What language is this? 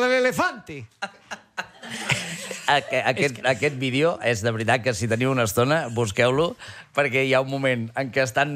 Catalan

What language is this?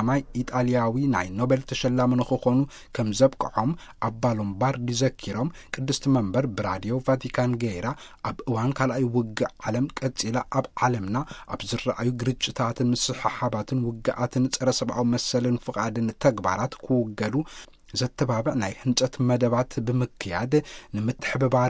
Tigrinya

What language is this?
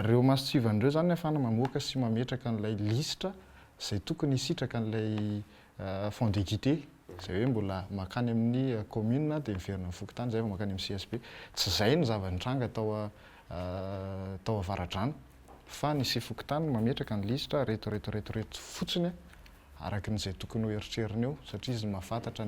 Malagasy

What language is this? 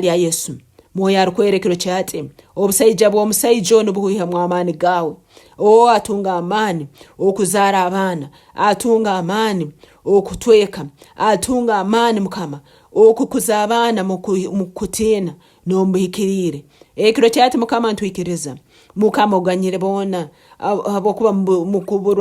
Nyankole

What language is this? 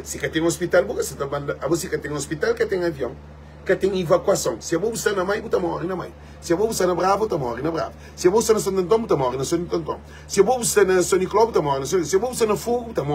Kabuverdianu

